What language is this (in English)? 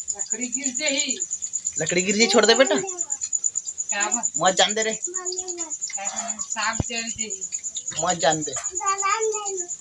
Chhattisgarhi